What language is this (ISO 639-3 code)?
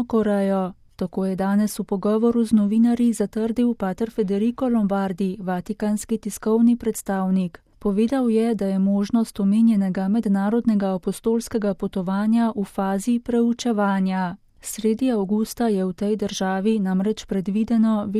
slv